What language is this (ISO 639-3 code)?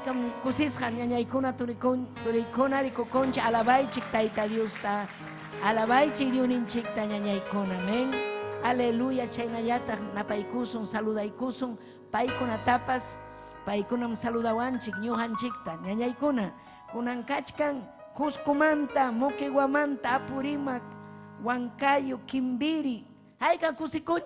quy